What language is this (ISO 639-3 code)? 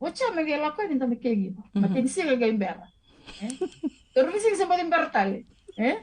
fij